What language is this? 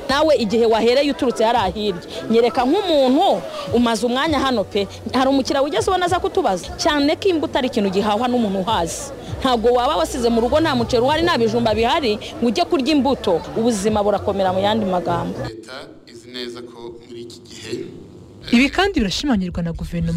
Kinyarwanda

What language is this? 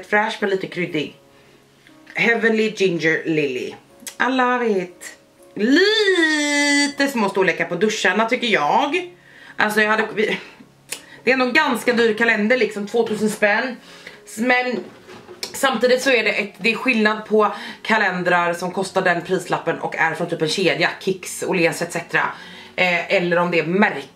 Swedish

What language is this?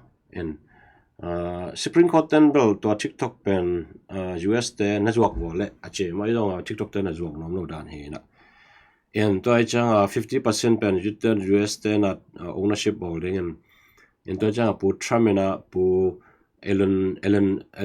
Tedim Chin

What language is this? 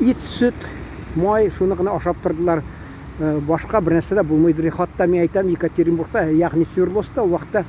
Tatar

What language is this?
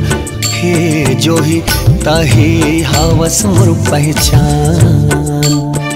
Chhattisgarhi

